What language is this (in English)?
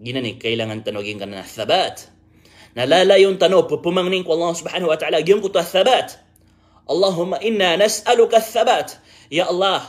Maranao